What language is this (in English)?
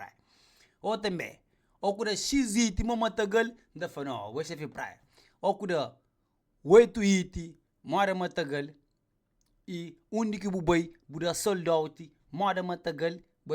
Kabuverdianu